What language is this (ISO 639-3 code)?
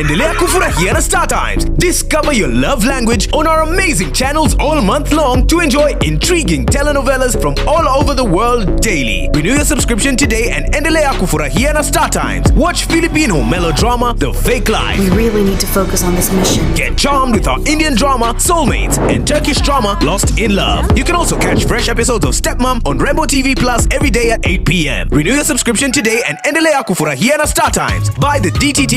guz